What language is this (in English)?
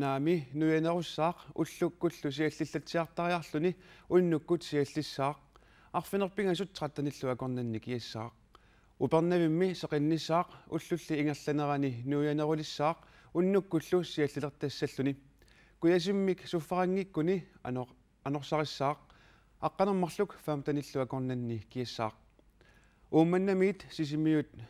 Kalaallisut